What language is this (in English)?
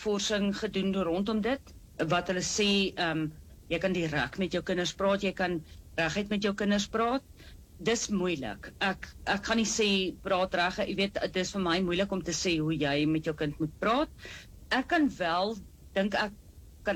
Afrikaans